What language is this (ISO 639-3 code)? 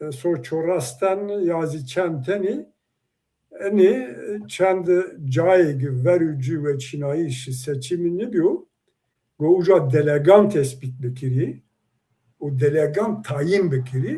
zza